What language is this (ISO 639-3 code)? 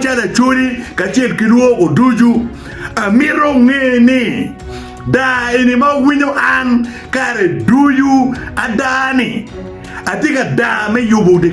ach